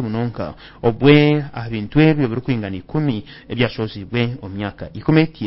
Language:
Nyankole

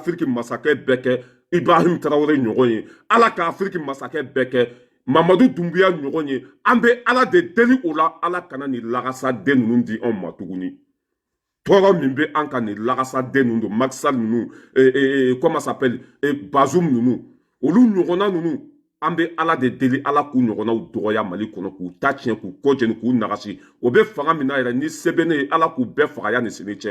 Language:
Bambara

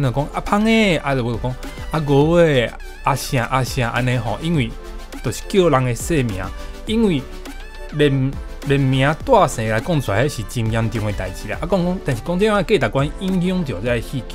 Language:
Min Nan Chinese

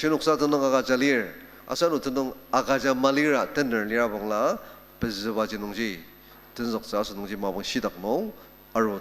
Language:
Ao Naga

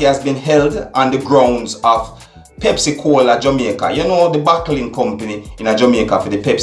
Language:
Jamaican Creole English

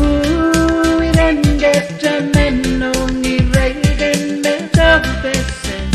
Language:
Pohnpeian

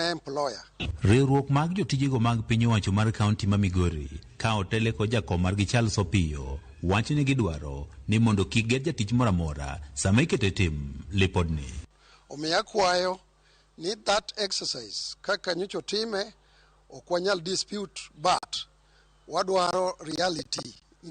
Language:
Luo (Kenya and Tanzania)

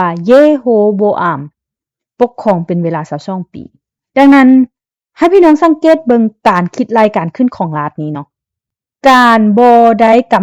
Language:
Lao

